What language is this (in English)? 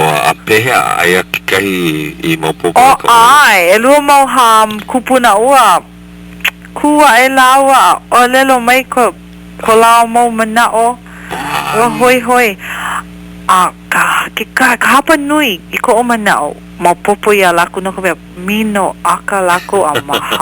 Hawaiian